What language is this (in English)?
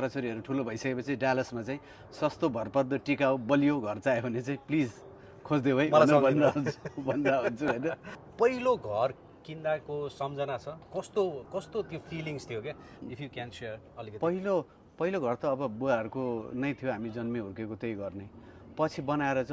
Nepali